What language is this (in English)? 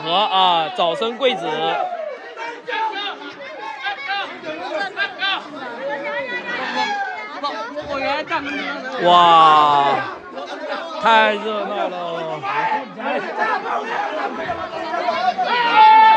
Chinese